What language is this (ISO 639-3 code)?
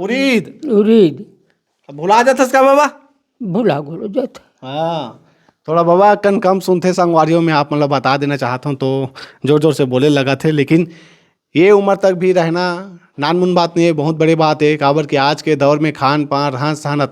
hne